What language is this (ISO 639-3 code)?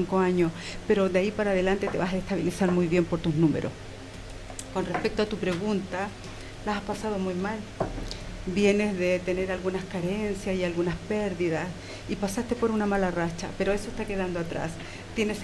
spa